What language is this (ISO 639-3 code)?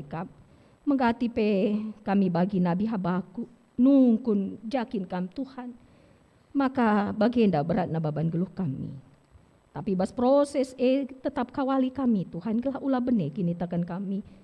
btx